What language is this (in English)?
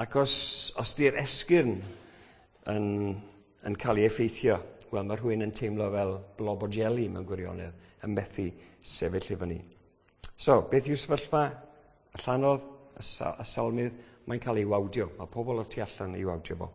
Welsh